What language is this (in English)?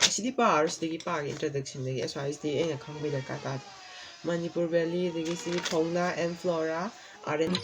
Manipuri